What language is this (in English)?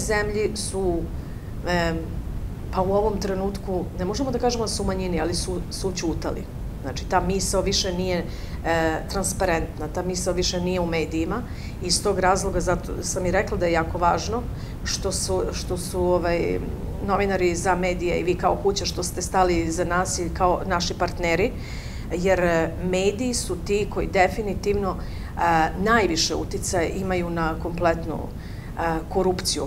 Serbian